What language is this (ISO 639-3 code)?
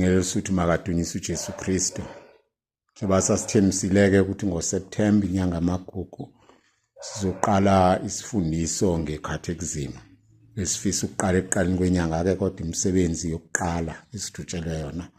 zul